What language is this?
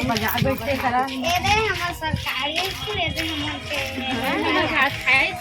Chhattisgarhi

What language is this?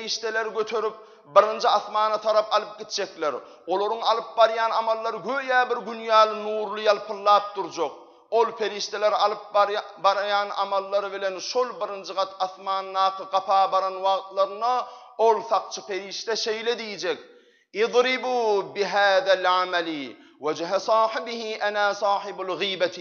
Turkmen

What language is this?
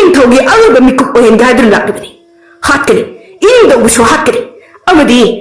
Manipuri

